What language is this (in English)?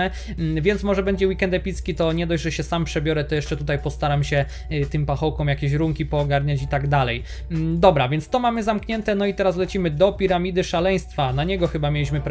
Polish